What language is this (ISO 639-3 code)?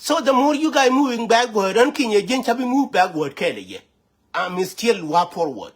nus